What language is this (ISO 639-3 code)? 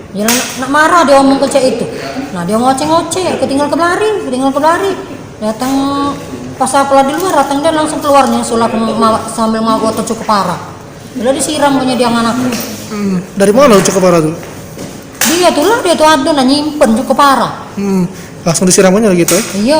mui